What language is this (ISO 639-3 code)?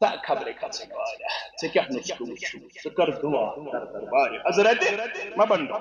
kas